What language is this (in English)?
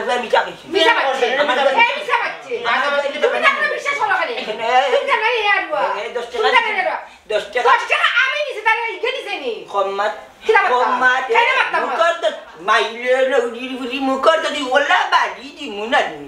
Sylheti